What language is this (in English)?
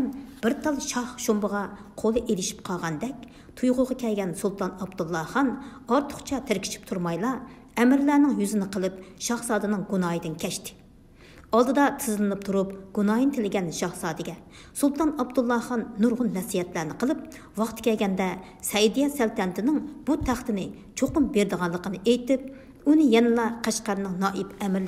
Uyghur